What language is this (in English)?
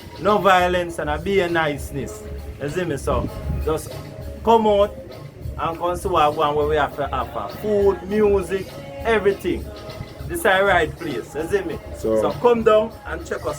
Jamaican Creole English